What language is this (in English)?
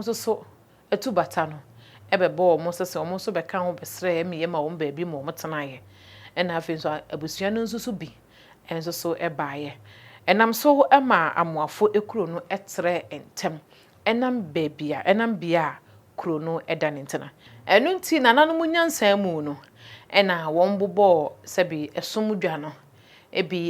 Akan